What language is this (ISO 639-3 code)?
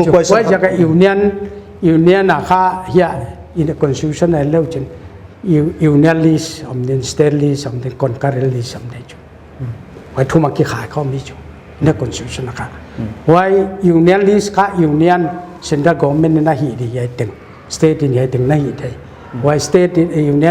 pck